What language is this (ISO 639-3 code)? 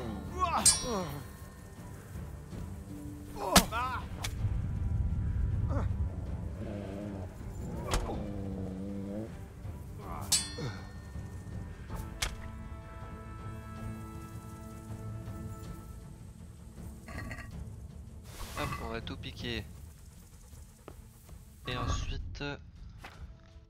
fra